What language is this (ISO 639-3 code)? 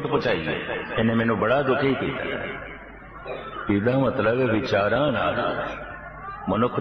pan